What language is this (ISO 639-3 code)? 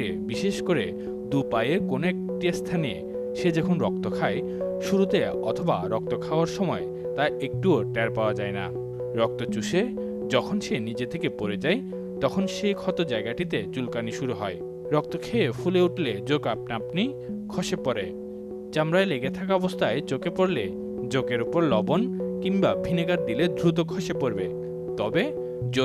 ben